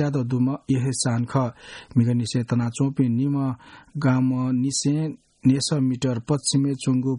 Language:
Newari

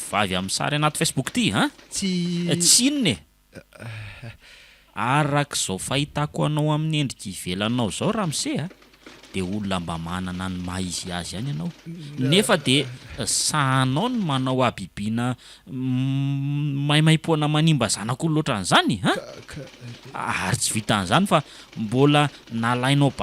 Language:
Malagasy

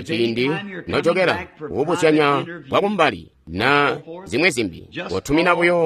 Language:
Tonga (Zambia)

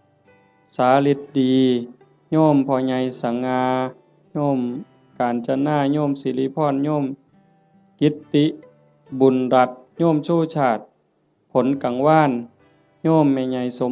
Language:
Northeastern Thai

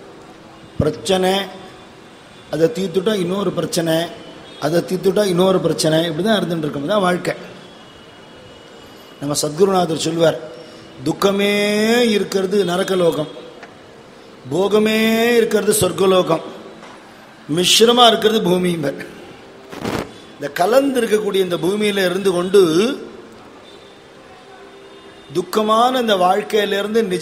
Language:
Tamil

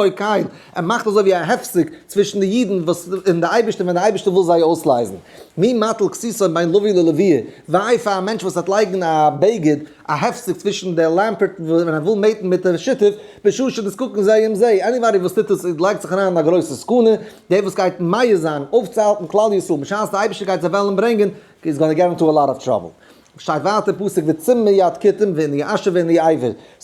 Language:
Yiddish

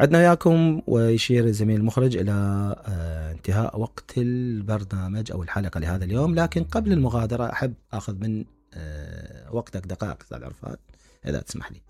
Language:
Mesopotamian Arabic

